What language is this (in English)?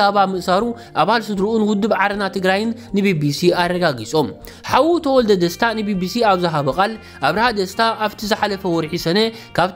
Tigrinya